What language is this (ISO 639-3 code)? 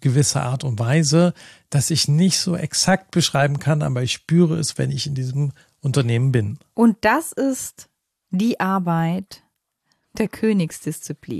deu